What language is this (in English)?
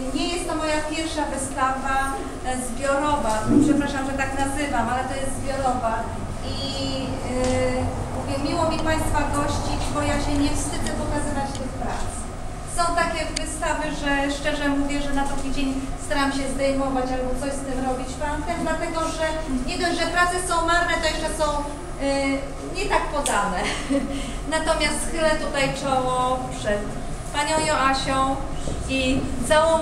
Polish